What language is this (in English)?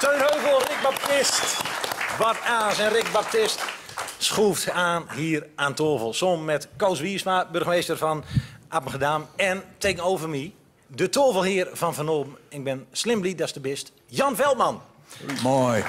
Gronings